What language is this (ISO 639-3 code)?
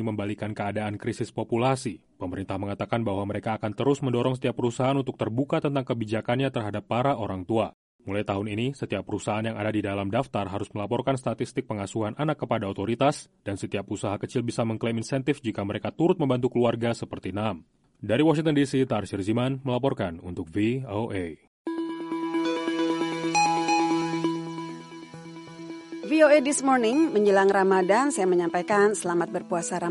ind